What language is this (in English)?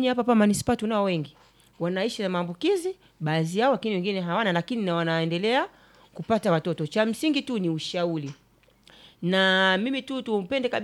Swahili